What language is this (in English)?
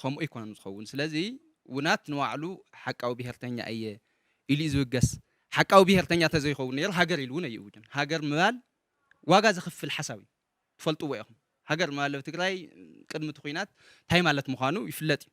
Tigrinya